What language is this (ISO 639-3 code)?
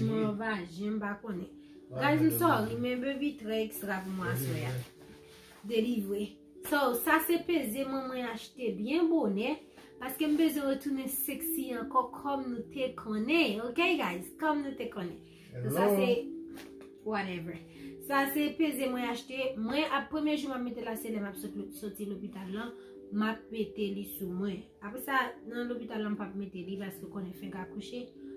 hat